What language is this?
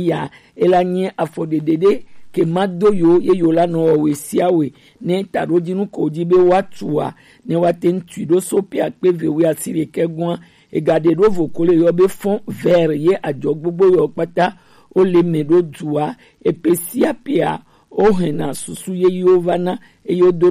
Gen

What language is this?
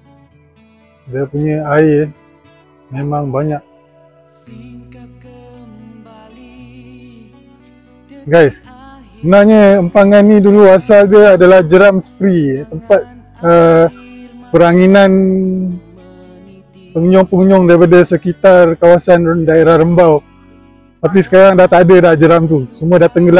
Malay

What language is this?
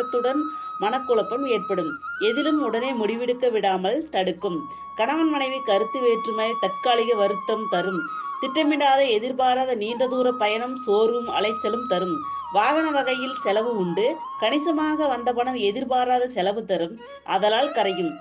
Tamil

